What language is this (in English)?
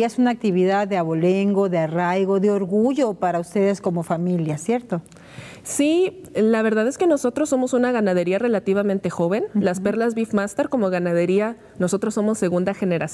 Spanish